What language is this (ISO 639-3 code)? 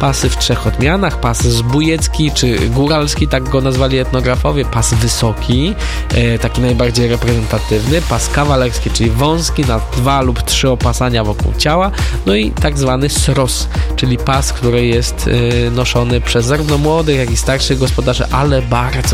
pol